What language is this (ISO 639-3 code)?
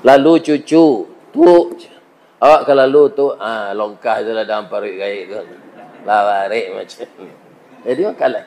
min